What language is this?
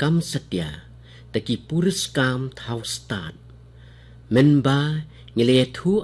Khasi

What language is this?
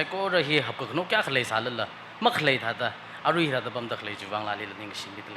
Tangkhul Naga (India)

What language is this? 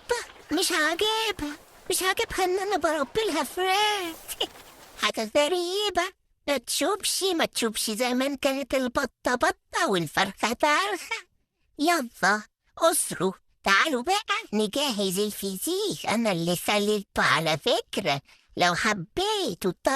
Egyptian Arabic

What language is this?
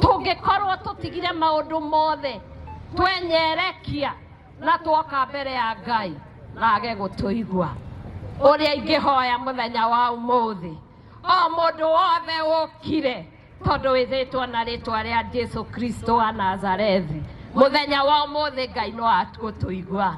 Kikuyu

